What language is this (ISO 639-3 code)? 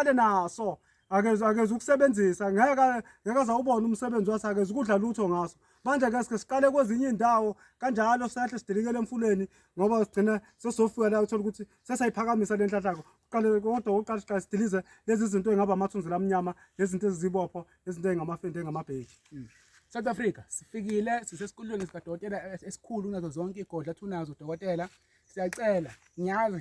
zul